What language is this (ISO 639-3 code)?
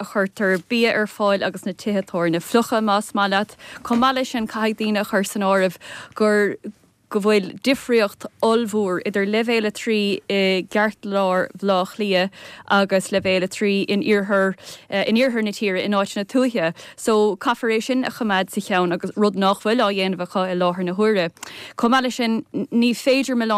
gle